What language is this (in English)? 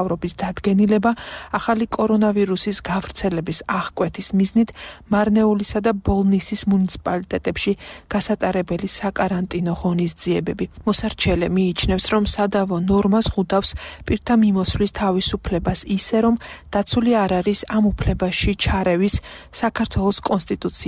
Georgian